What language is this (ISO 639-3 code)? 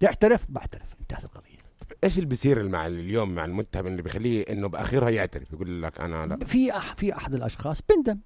apc